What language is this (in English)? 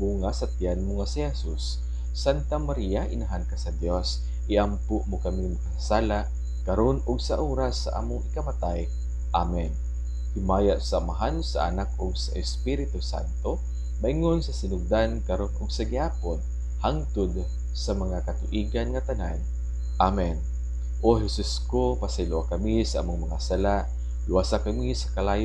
Cebuano